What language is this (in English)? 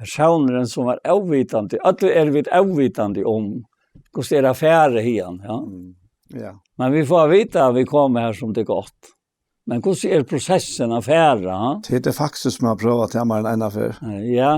Faroese